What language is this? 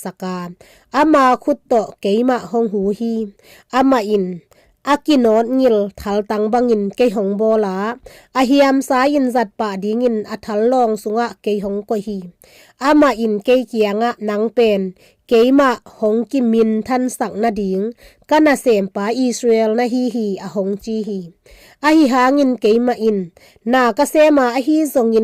Tedim Chin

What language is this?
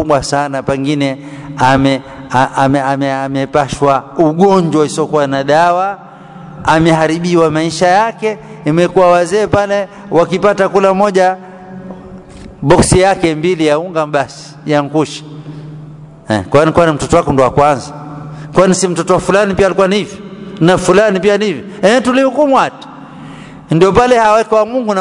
Swahili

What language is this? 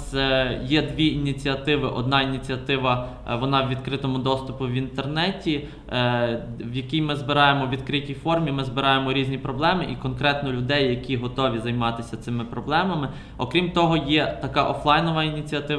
Ukrainian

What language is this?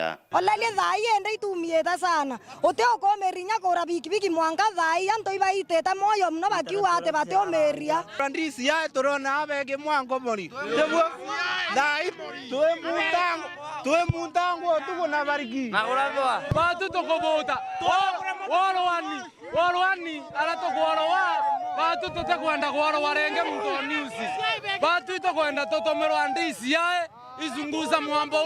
Meru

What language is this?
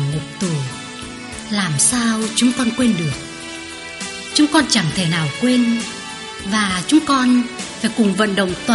Vietnamese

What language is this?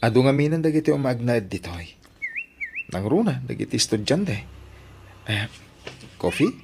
Iloko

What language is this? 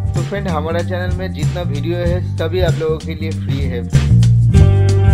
Hindi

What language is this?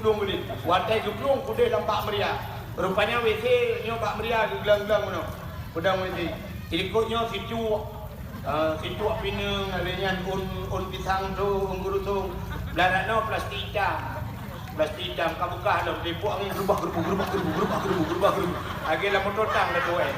Achinese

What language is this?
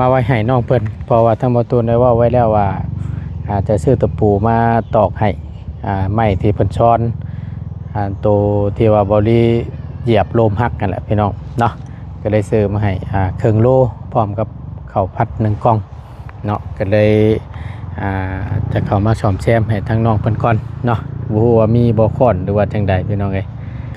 Lao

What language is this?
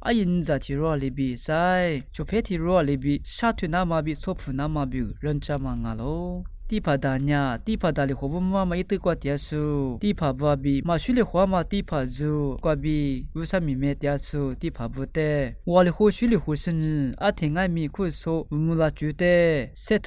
Lisu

